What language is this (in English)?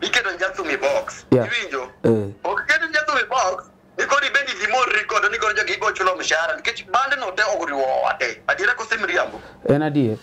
Luo (Kenya and Tanzania)